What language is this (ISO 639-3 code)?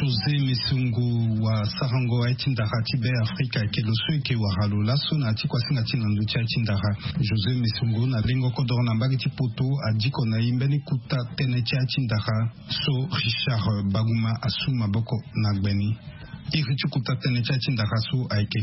sag